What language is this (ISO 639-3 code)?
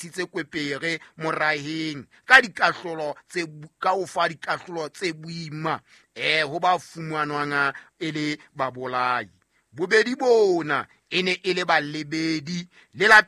sot